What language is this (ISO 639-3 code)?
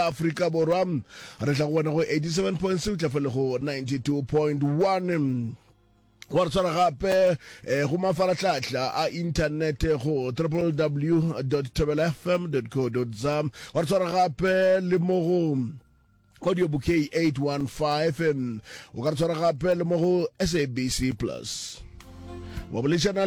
nso